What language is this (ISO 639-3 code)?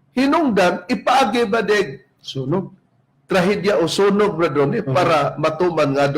ceb